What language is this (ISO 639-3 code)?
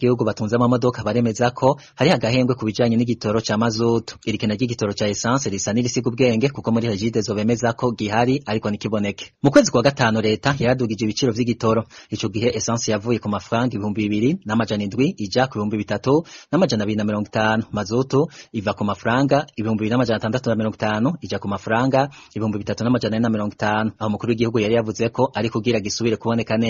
run